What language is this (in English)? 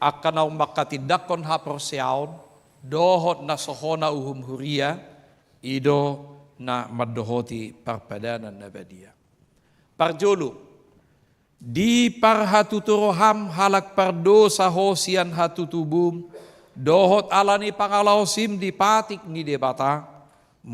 Batak Toba